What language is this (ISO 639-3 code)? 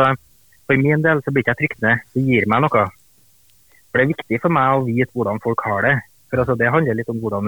nor